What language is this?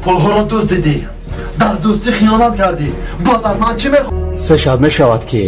Tajik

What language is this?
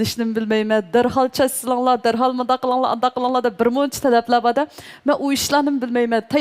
Uyghur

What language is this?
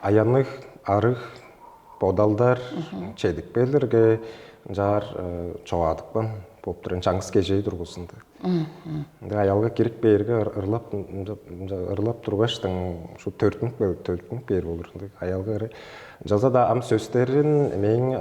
Tuvinian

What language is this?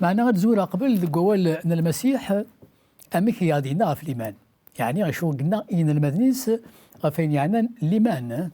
Kabyle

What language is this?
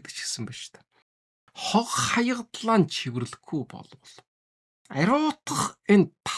Mongolian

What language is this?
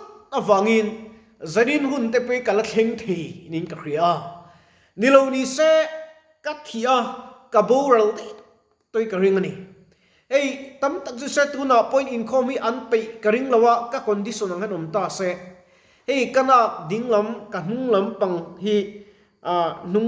Mizo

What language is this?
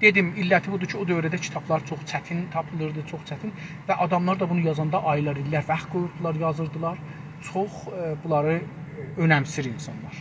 South Azerbaijani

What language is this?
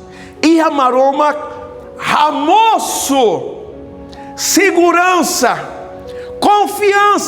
Tetum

